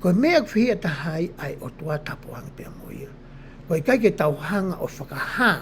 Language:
Tongan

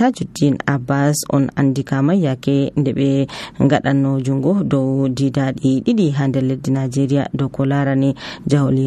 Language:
Nigerian Fulfulde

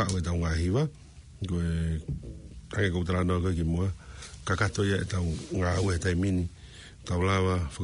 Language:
Tongan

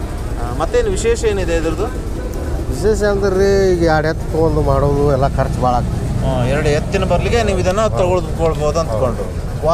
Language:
Kannada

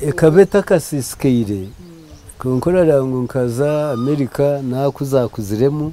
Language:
Nyankole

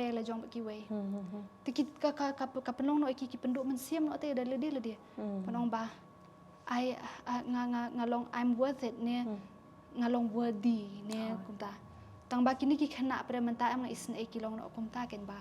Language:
Khasi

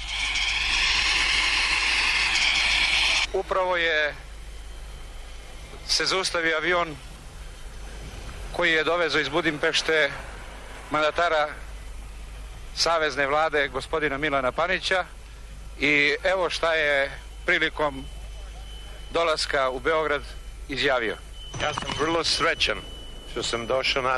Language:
Serbian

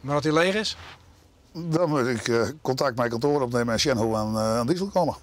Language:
Western Frisian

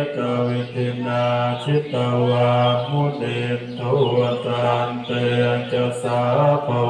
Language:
Pali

